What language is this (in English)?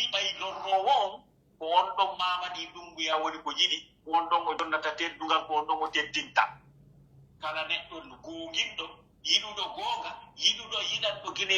Pular